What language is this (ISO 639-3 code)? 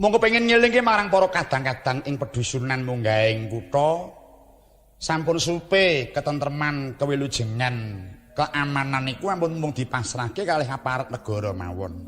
jav